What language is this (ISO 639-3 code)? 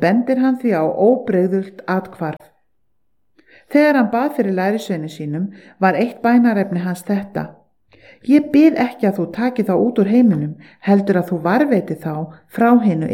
isl